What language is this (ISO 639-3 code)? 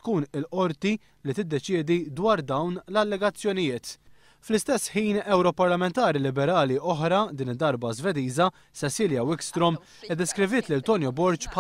mlt